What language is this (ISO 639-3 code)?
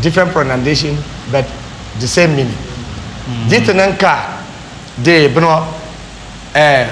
dag